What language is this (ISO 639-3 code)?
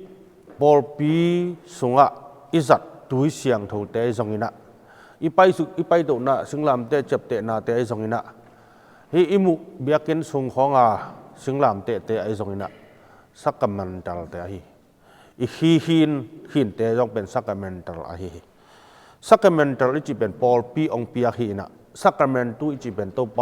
ctd